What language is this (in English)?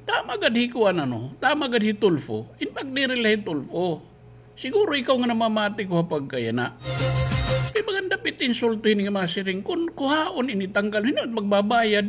Waray